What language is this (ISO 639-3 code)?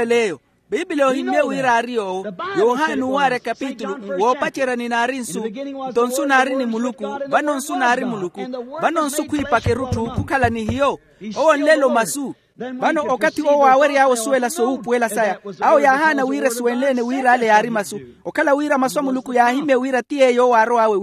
vmw